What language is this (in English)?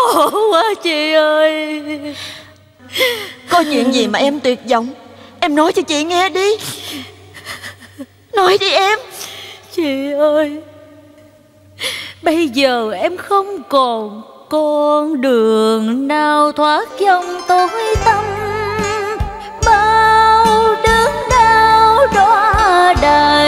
Vietnamese